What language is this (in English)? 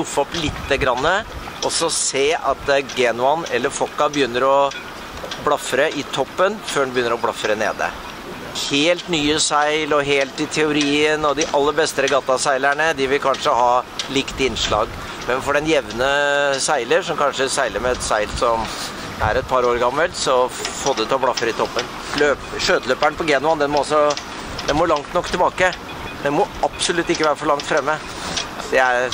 Norwegian